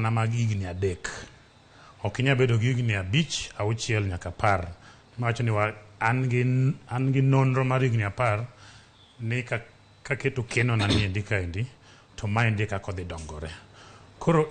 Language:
Luo (Kenya and Tanzania)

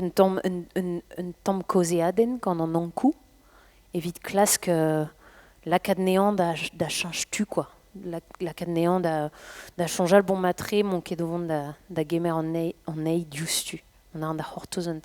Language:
Breton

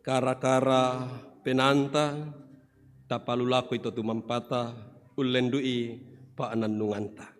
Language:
Toraja-Sa'dan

